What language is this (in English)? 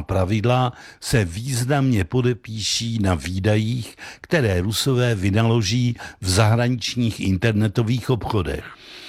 Czech